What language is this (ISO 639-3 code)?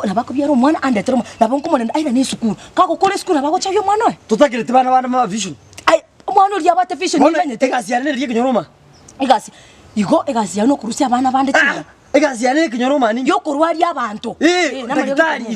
guz